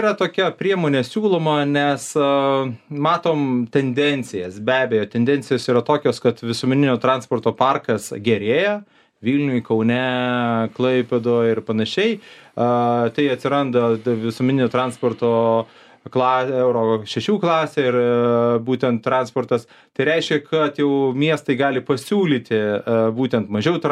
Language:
Lithuanian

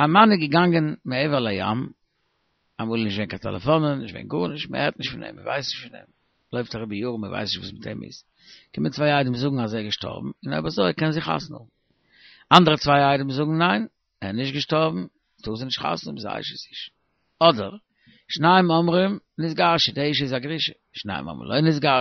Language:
Yiddish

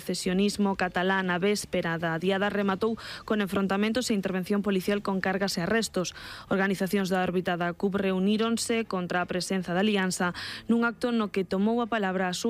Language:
Galician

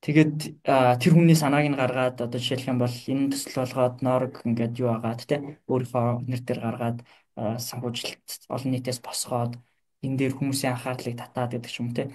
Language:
Mongolian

